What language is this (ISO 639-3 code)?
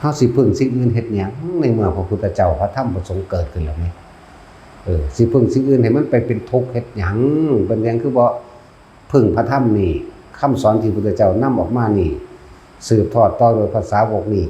lao